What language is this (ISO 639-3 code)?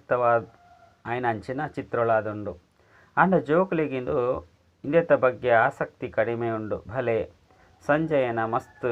tcy